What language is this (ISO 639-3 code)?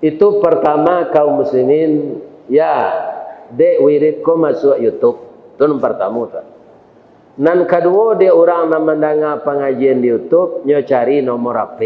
min